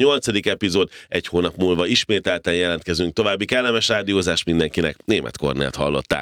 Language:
Hungarian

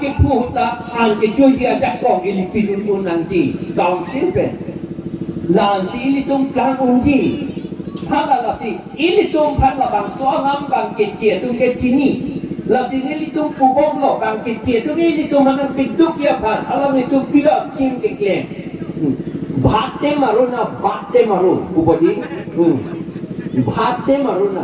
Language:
Karbi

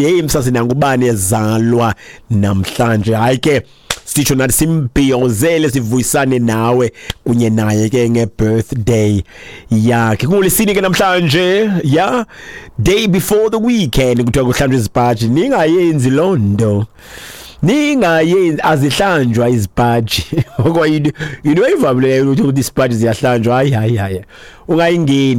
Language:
Xhosa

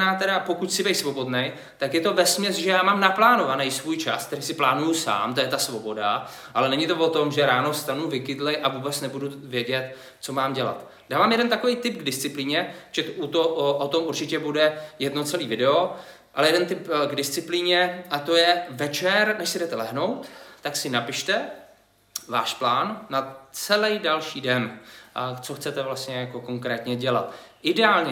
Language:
Czech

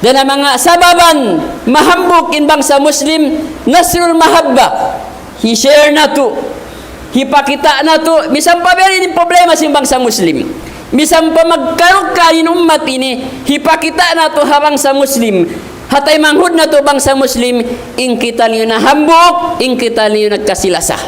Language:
Tausug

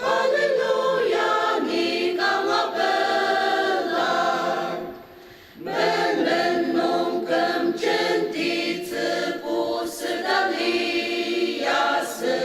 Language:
Ao Naga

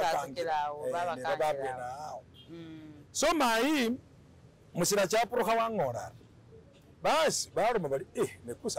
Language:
Masaaba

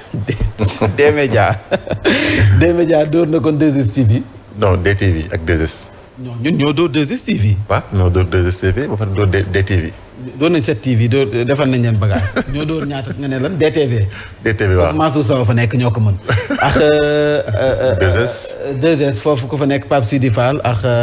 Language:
Wolof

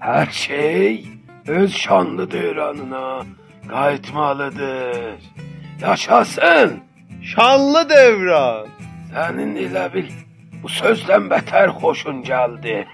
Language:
South Azerbaijani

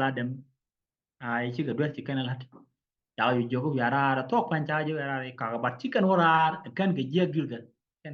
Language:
Nuer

